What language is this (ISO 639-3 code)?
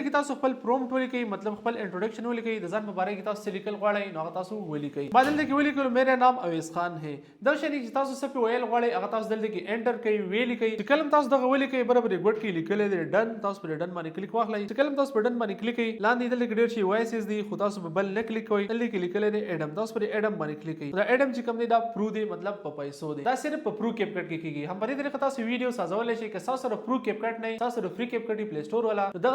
pus